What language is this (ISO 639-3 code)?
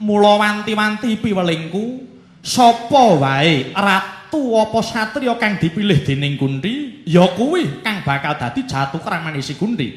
jav